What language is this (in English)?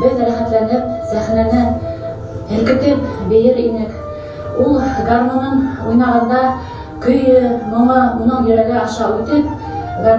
Bashkir